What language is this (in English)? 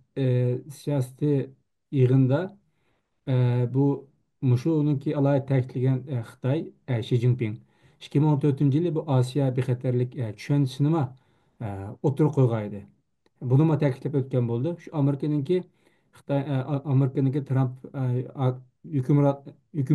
Uyghur